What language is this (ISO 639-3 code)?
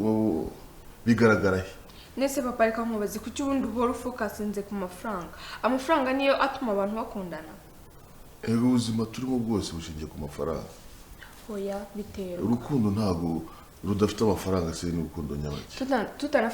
kin